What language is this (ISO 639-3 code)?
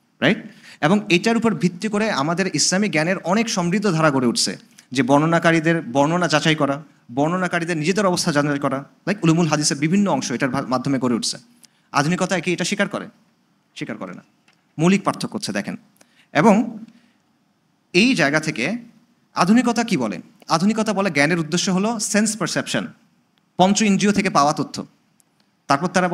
ben